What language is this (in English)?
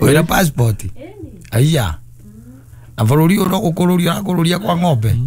Kikuyu